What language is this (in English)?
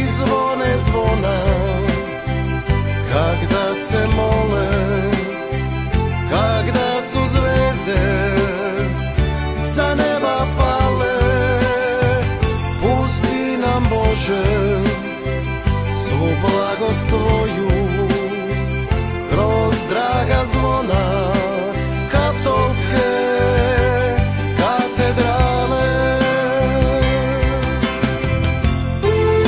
Croatian